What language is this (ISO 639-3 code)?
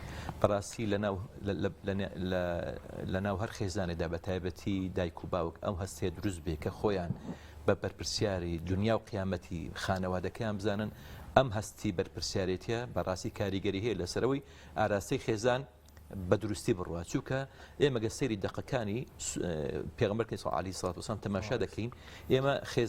ckb